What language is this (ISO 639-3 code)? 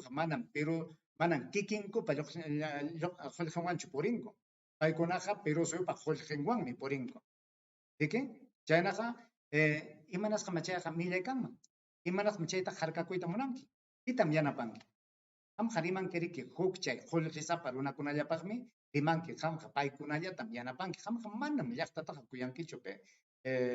quy